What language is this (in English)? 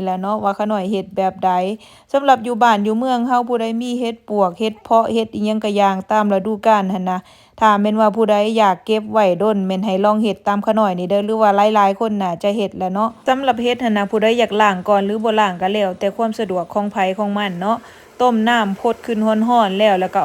Lao